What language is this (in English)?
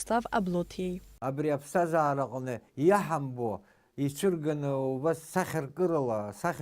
Abkhazian